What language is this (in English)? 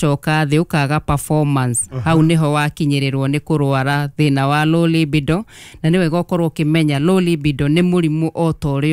Kikuyu